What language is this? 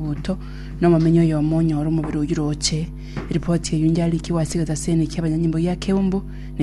Gusii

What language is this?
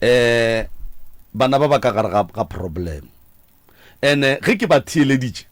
Northern Sotho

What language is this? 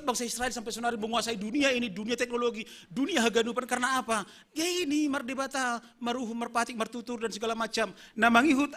Batak Simalungun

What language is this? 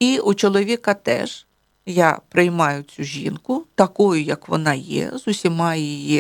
Ukrainian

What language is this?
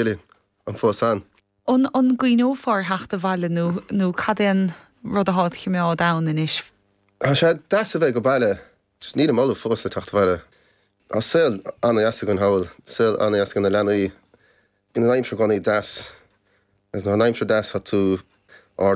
Irish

